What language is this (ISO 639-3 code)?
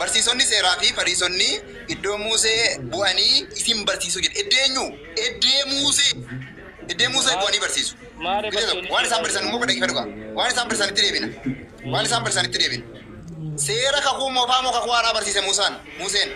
orm